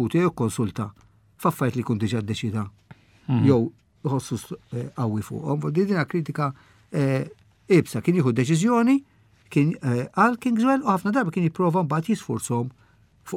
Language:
Maltese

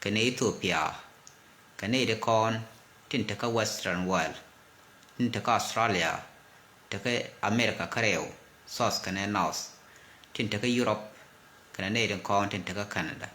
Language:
Nuer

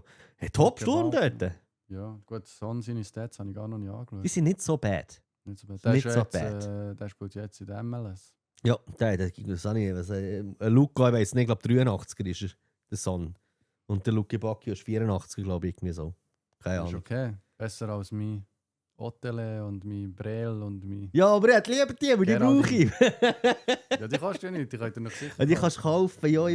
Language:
Swiss German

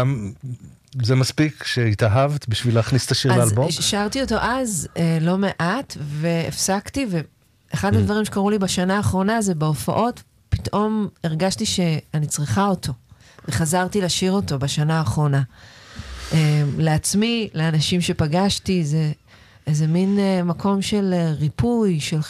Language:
Hebrew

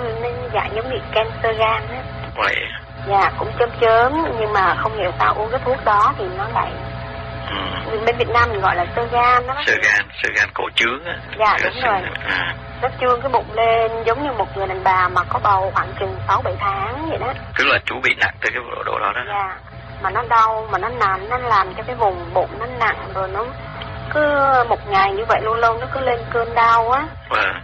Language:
Vietnamese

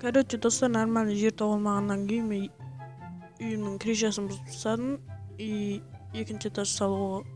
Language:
Kara-Kalpak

